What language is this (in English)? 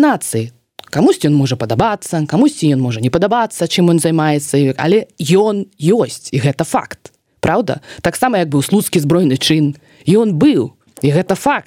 Belarusian